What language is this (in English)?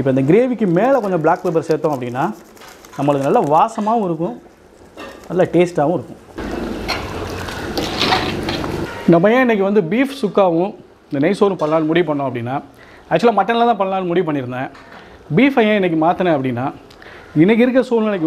Tamil